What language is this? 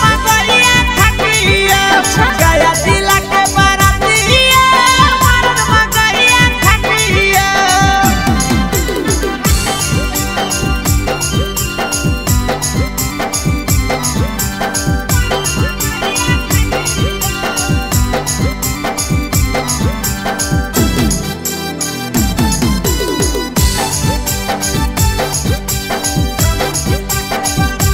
Magahi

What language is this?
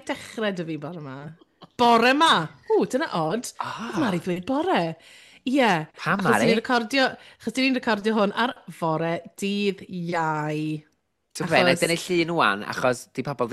Welsh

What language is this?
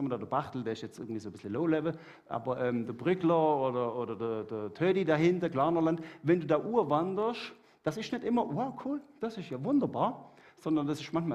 Swiss German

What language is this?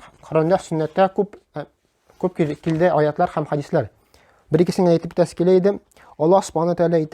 Tatar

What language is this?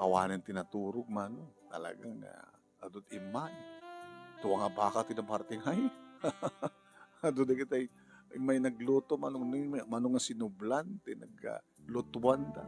Iloko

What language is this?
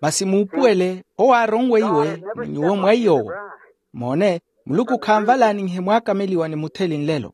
Makhuwa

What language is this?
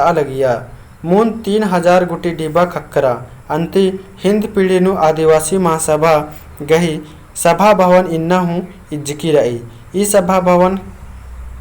Kurukh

